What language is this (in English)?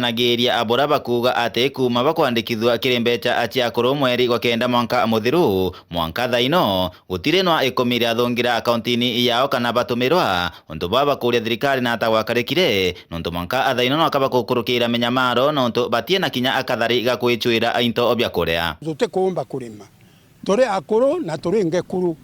Meru